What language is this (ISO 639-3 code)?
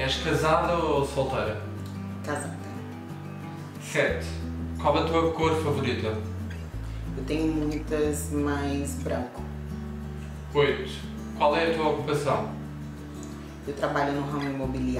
por